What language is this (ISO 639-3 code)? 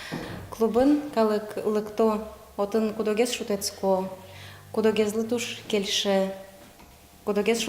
udm